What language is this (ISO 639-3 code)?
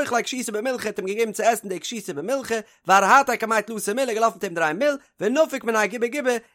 yid